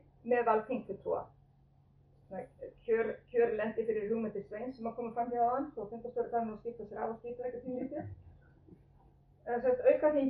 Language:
Icelandic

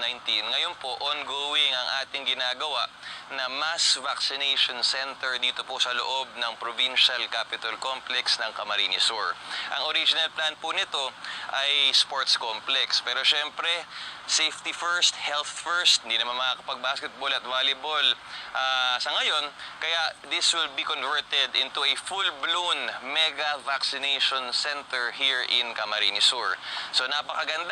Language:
Bikol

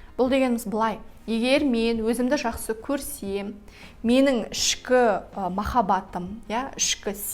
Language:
Kazakh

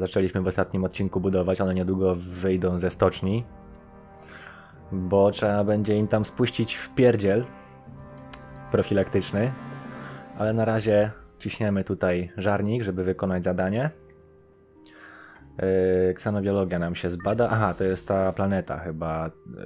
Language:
Polish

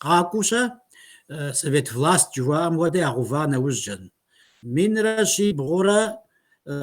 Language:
Kabardian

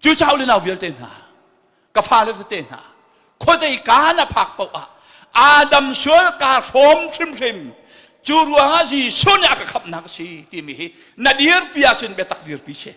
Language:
Hakha Chin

